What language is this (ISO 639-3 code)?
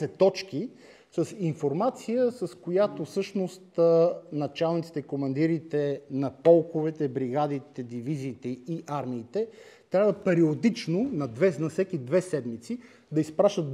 bul